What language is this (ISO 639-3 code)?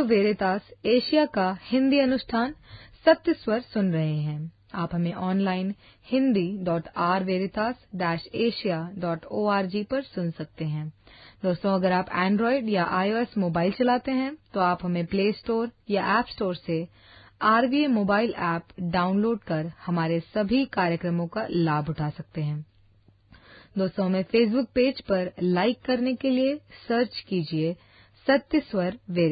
hin